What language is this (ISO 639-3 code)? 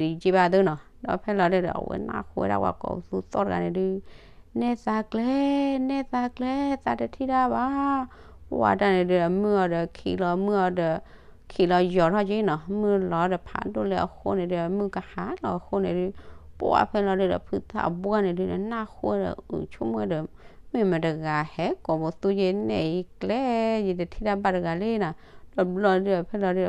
ksw